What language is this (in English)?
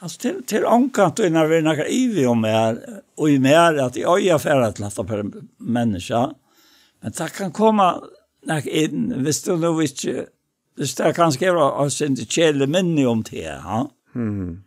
Faroese